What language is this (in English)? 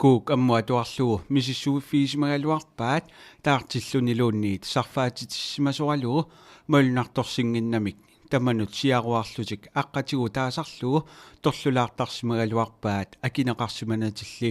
Kalaallisut